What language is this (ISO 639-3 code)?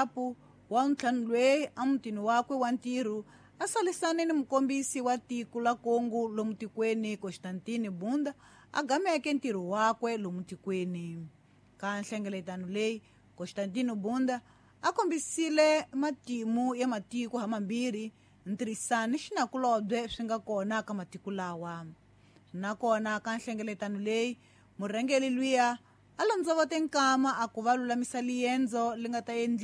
tso